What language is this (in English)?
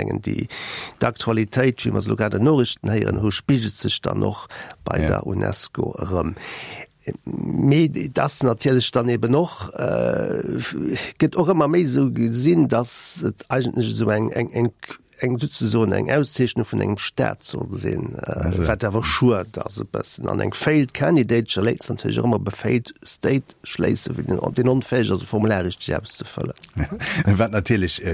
Luxembourgish